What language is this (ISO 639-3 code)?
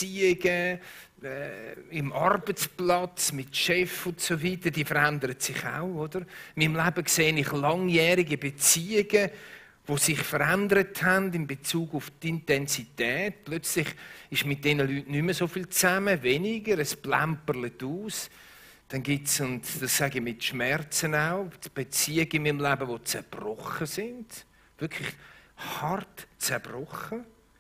gsw